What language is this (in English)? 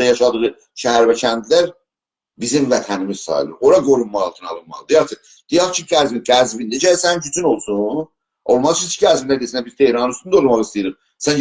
South Azerbaijani